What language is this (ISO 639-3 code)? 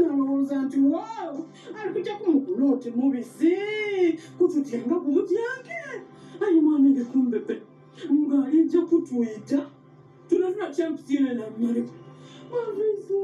lug